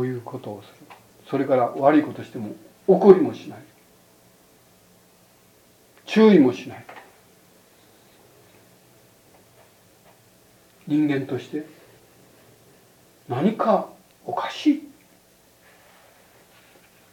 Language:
Japanese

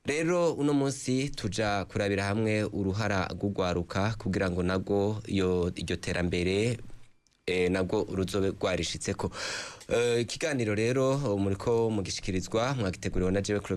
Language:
Rundi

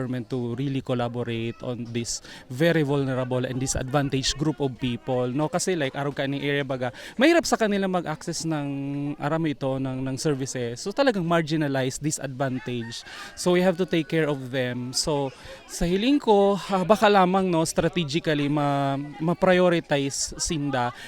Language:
Bikol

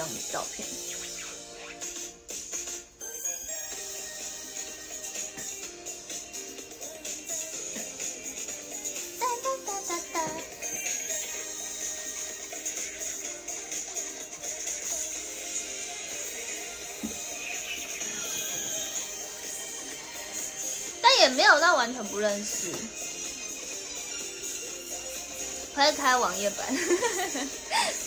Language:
Chinese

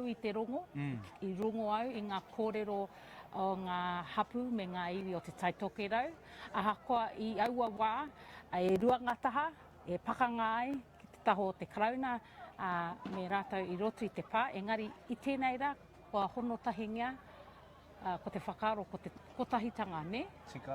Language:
Māori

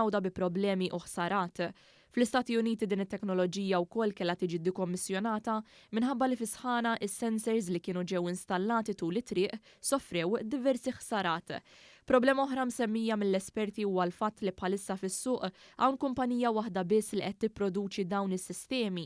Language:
Maltese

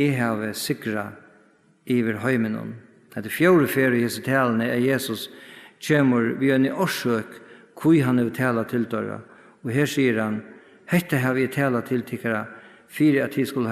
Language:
Faroese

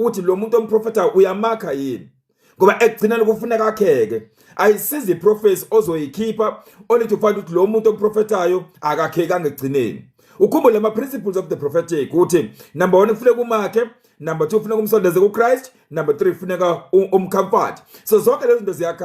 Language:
Zulu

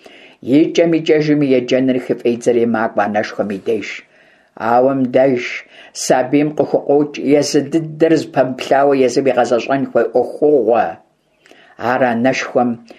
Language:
Kabardian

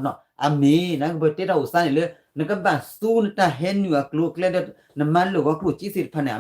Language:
S'gaw Karen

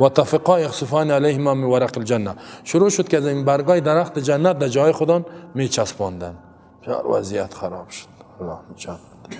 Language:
Persian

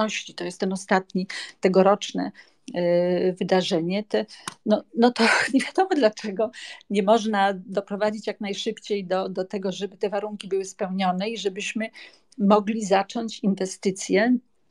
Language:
Polish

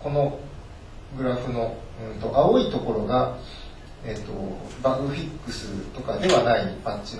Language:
Japanese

